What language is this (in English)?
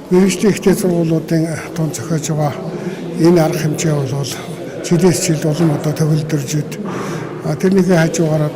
Mongolian